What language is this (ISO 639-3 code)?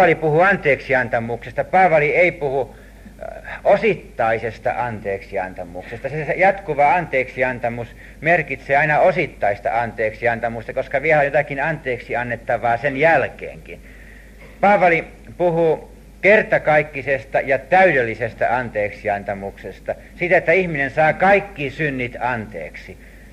fin